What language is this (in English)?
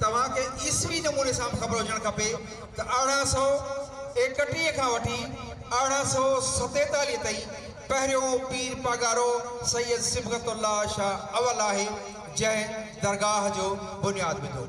Sindhi